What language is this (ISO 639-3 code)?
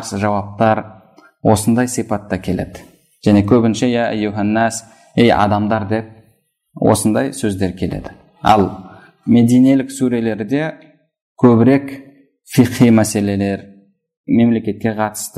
kaz